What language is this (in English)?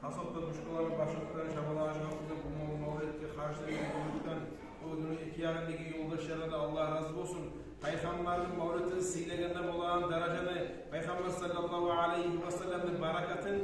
Kumyk